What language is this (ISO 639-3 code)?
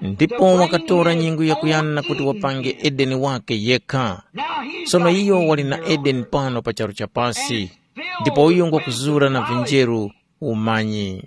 tum